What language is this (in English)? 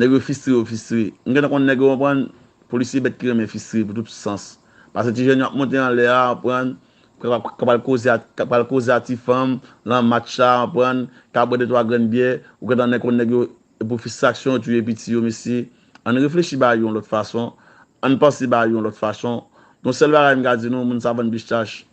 Haitian Creole